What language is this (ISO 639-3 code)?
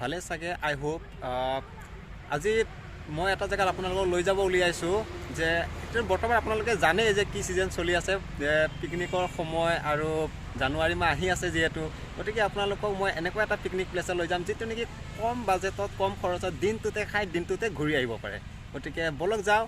asm